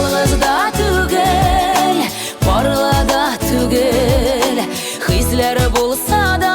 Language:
Tatar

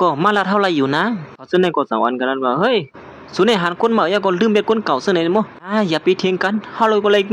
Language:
Shan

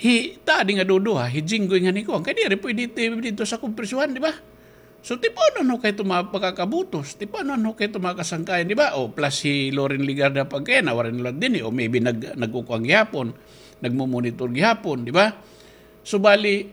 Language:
Waray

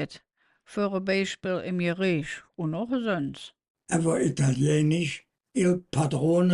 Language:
Colognian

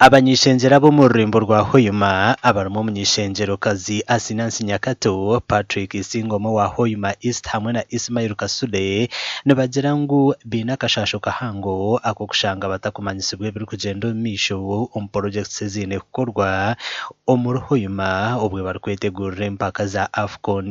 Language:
Nyankole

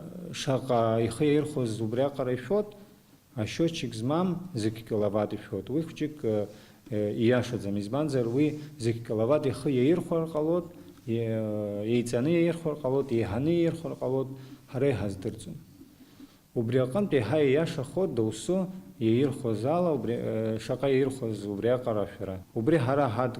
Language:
Abkhazian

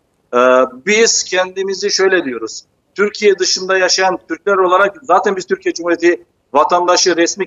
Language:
Turkish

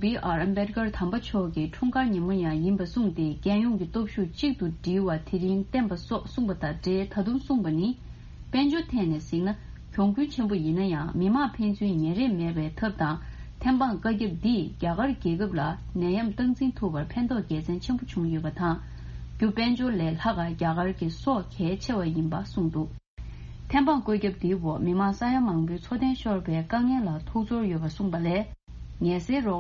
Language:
Tibetan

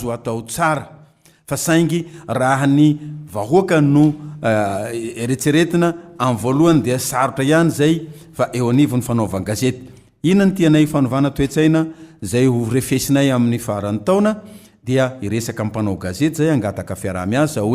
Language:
Malagasy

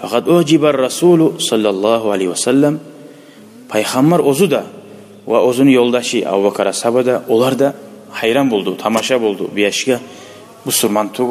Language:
Kumyk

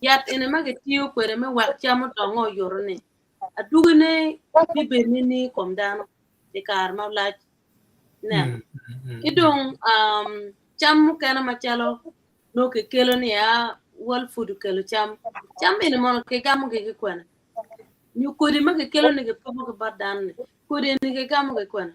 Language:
Acoli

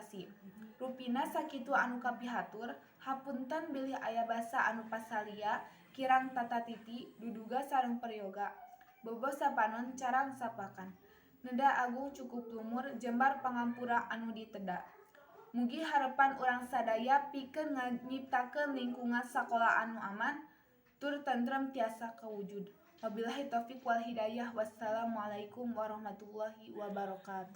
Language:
Sundanese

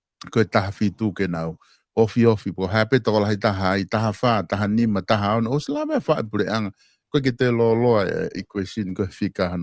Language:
Tongan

